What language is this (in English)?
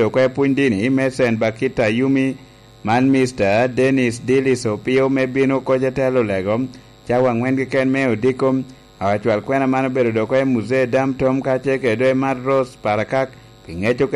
Lango (Uganda)